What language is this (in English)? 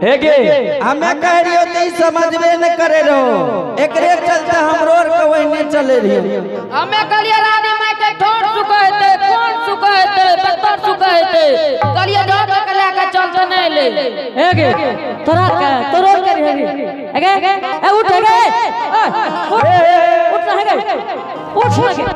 Angika